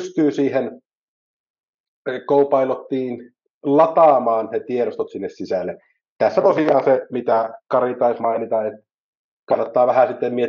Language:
Finnish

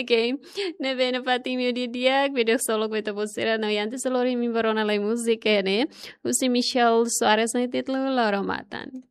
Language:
Tetum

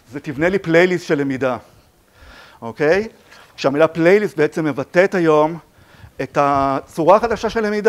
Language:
Hebrew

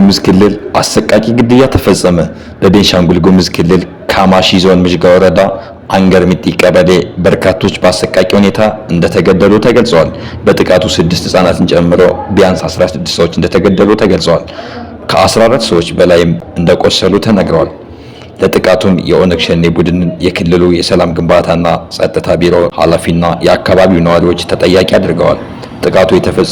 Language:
Amharic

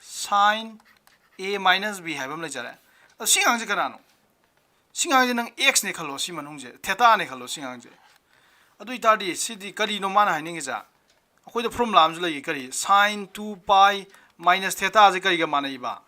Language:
Manipuri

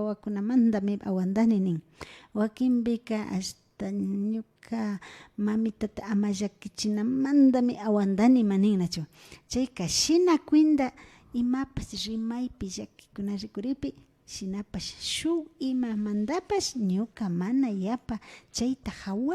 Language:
Imbabura Highland Quichua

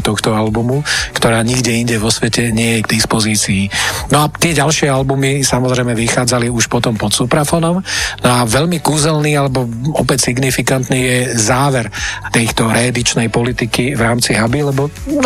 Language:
Slovak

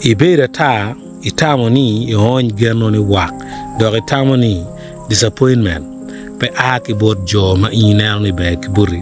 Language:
Acoli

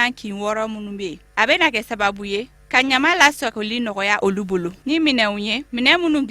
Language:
Bambara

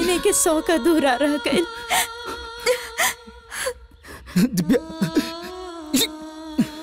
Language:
Bhojpuri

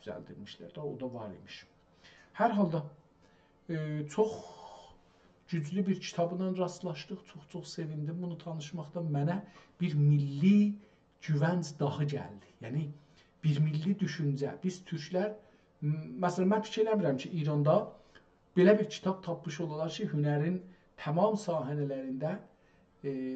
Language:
South Azerbaijani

